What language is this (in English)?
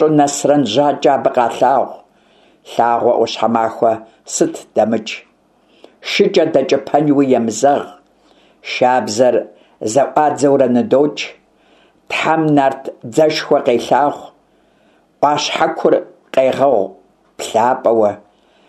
Kabardian